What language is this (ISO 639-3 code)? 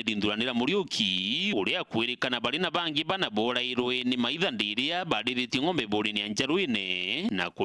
mer